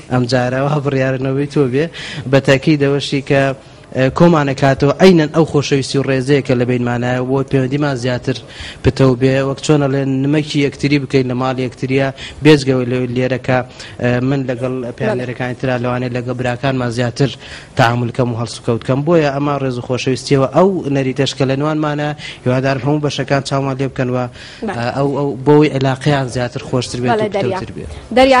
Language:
Central Kurdish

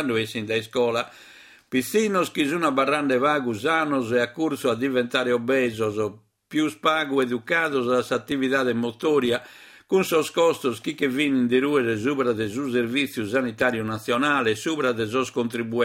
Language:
Sardinian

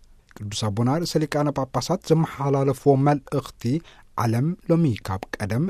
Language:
Tigrinya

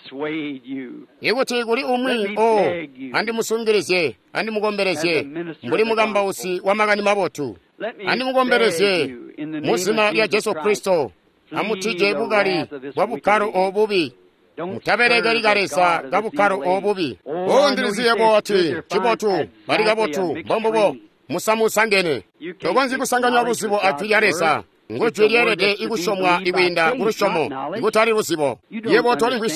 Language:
Tonga (Zambia)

